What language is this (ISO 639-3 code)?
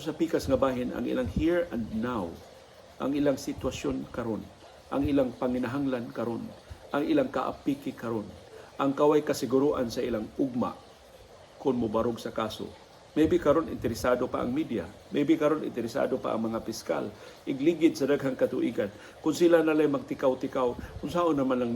ceb